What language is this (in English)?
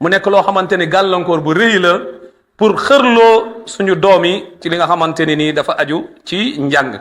Wolof